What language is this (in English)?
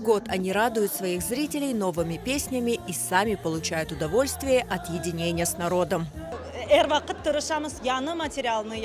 Crimean Tatar